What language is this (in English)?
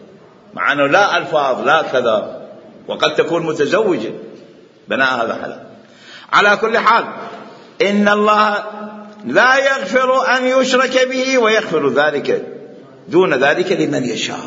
Mesopotamian Arabic